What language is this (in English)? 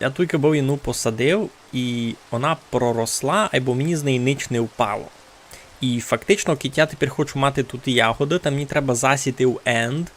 Rusyn